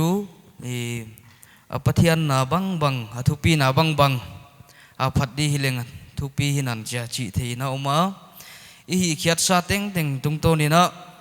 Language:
Paite Chin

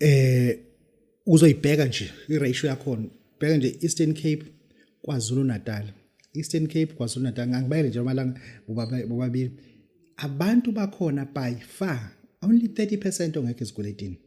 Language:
Zulu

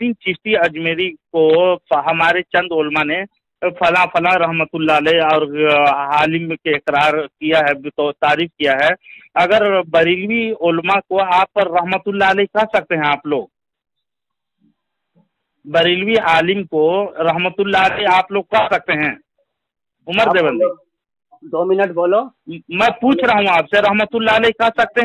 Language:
Urdu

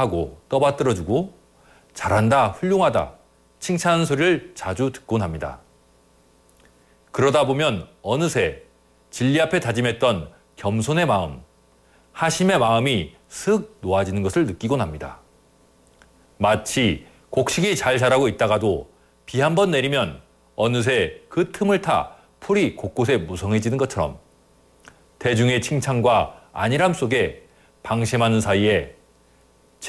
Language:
Korean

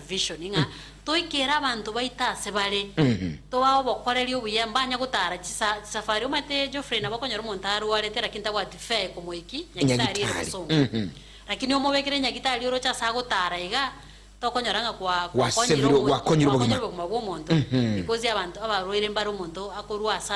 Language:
Gusii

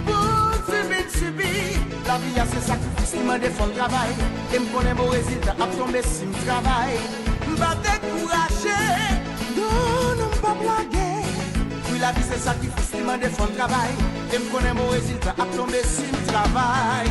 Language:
Haitian Creole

